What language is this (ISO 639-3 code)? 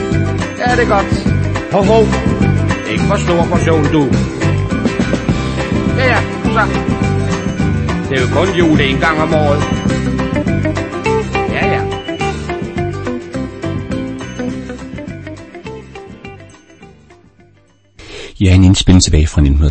dan